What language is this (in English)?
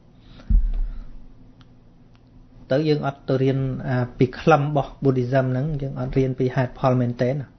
Khmer